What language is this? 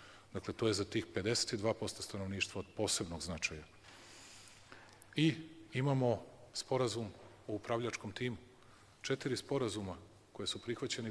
Bosnian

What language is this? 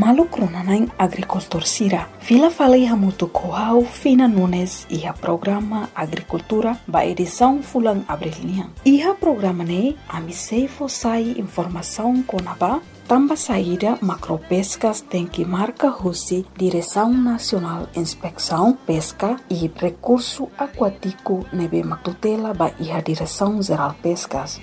Tetum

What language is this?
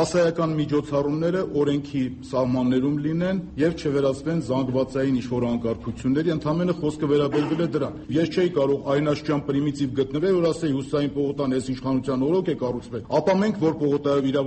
Armenian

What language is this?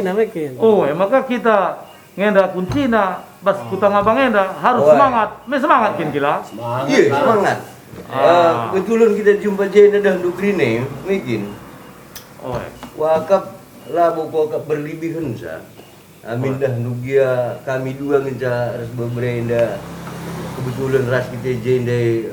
Batak Karo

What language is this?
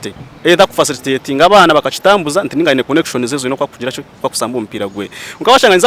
Nyankole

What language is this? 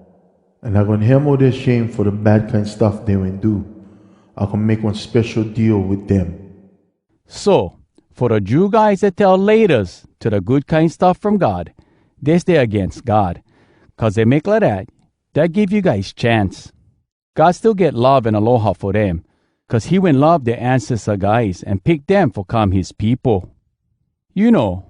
Hawai'i Creole English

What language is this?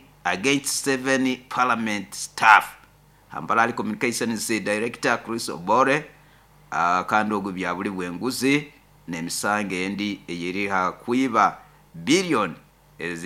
Nyoro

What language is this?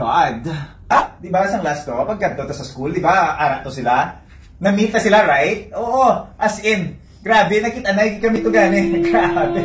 Hiligaynon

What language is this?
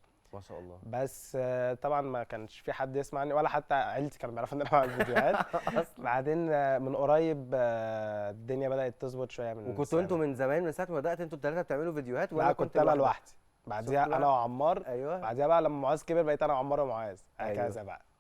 Egyptian Arabic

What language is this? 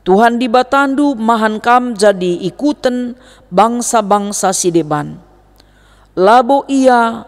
Batak Karo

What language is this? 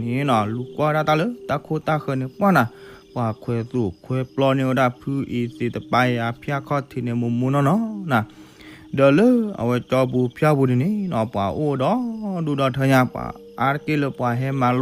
S'gaw Karen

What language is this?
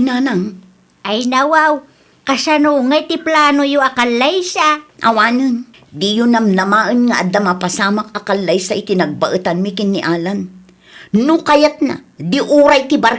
Iloko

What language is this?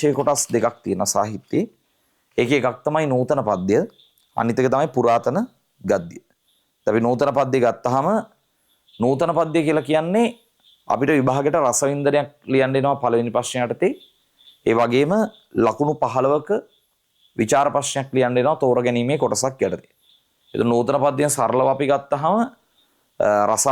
Sinhala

